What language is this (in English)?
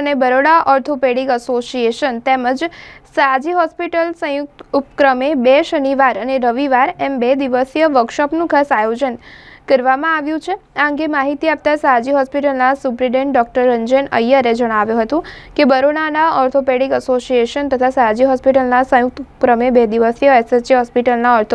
Gujarati